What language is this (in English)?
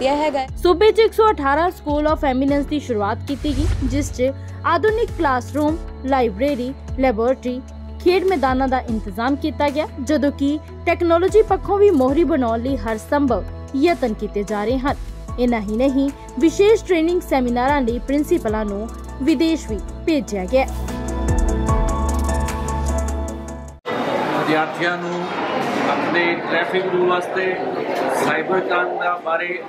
Punjabi